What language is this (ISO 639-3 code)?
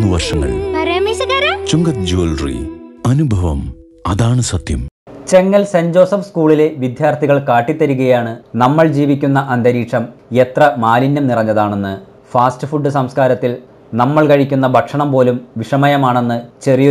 mal